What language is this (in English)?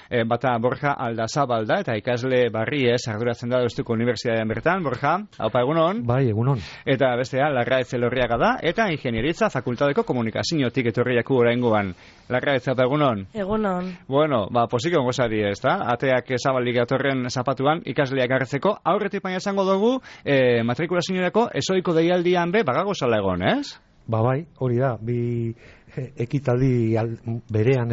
Basque